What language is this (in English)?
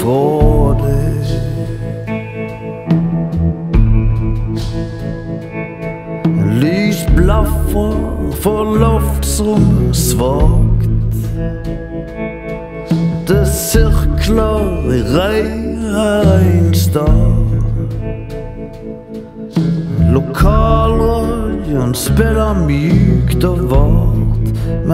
Norwegian